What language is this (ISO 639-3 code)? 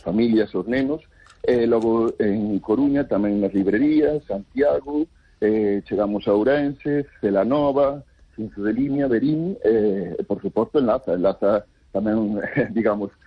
glg